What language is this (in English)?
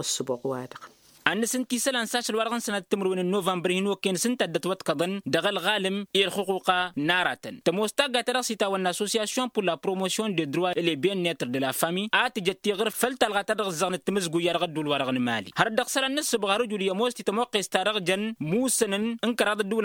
Tamasheq